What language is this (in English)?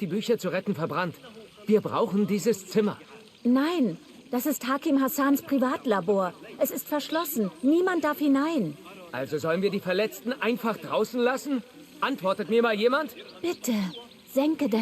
Bavarian